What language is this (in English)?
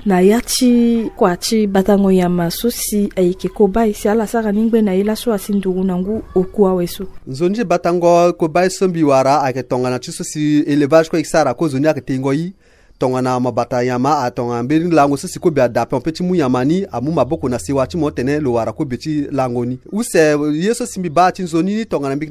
Sango